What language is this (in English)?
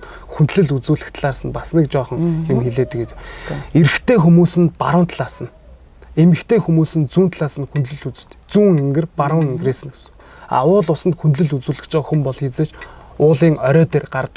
Mongolian